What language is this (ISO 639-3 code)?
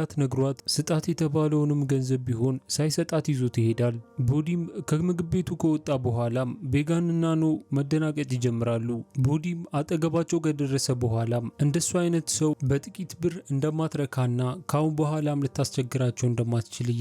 amh